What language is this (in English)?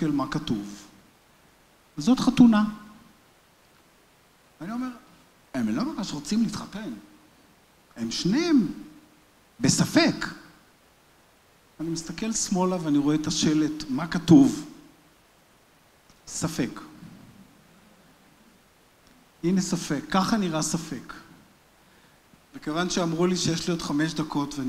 Hebrew